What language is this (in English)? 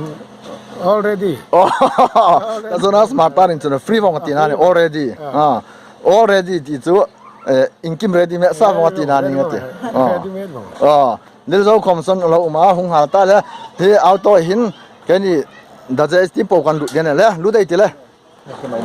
Hmar